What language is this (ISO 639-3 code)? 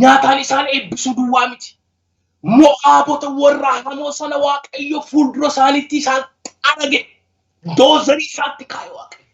orm